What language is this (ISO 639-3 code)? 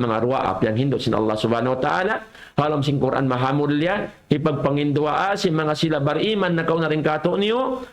tsg